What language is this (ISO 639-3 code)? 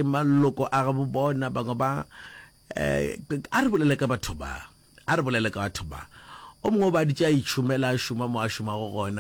nso